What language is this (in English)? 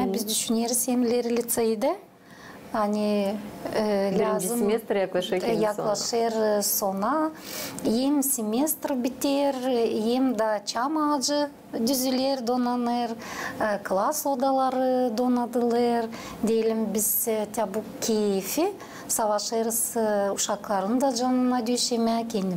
Gagauz